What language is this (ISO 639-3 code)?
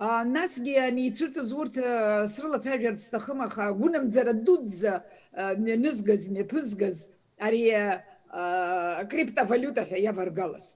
abk